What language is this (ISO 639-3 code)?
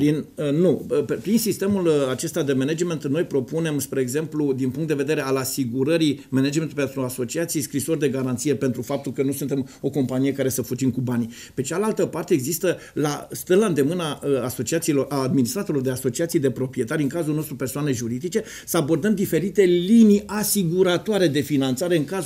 ron